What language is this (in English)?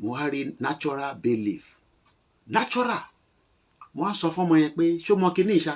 Yoruba